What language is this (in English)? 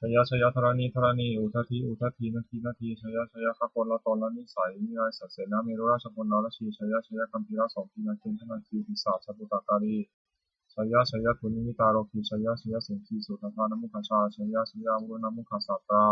Pali